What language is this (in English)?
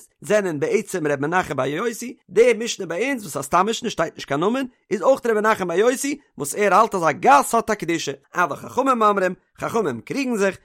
Yiddish